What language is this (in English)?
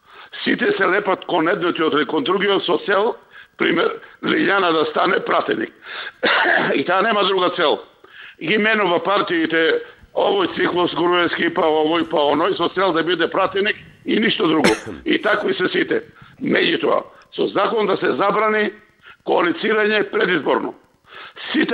Macedonian